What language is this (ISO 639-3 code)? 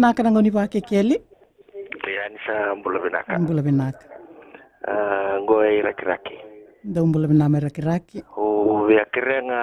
fij